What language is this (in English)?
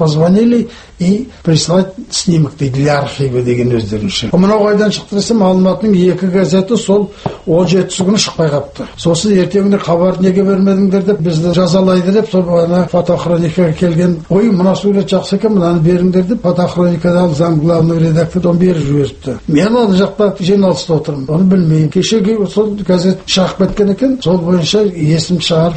Kazakh